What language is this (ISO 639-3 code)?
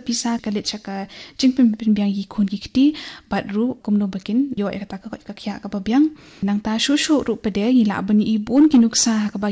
kha